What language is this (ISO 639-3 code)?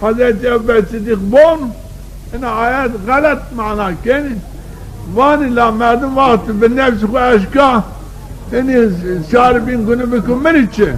zza